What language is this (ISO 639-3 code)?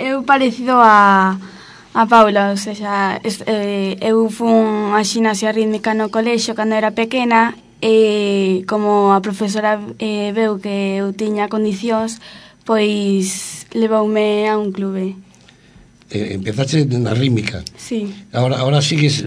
glg